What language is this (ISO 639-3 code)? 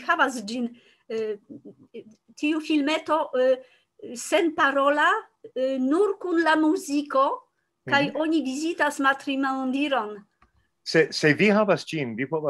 epo